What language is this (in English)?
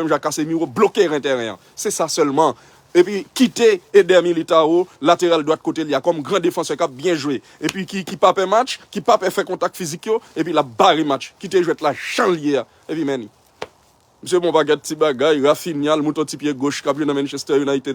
Haitian Creole